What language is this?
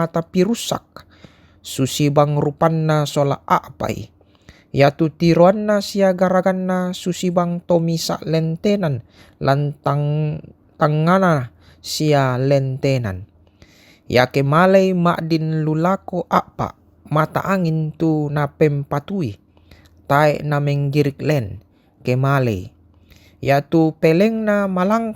Toraja-Sa'dan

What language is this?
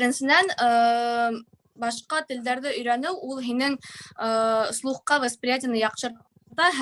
Bashkir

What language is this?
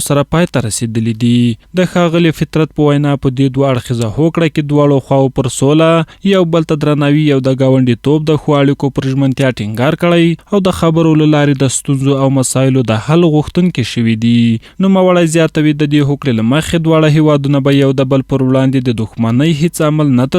Pashto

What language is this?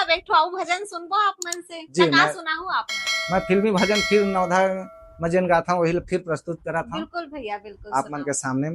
Chhattisgarhi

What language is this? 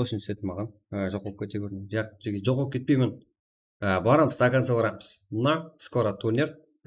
Kara-Kalpak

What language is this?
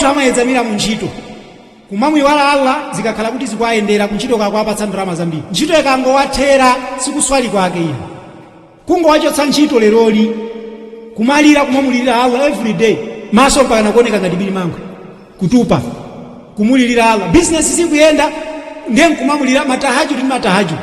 Nyanja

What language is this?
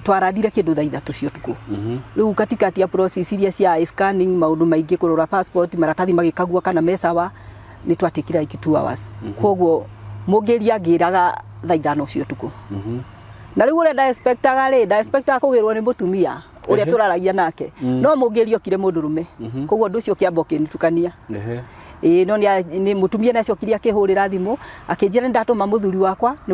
Kikuyu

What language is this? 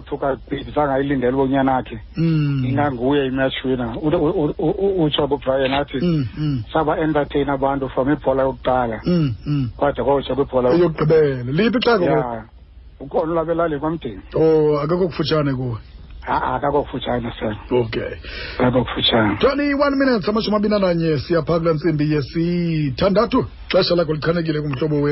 Xhosa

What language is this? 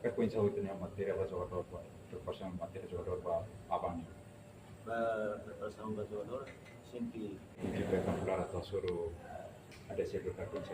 Tetum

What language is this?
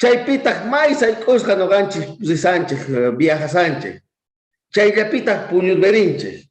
South Bolivian Quechua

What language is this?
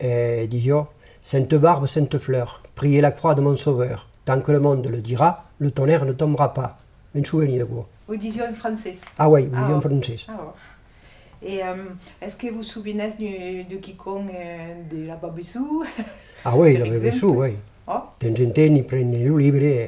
Occitan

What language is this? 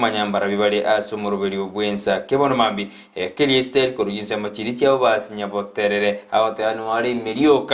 Gusii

